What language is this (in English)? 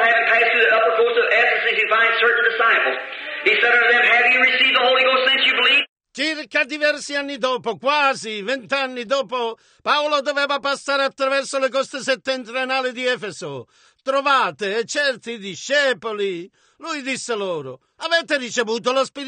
Italian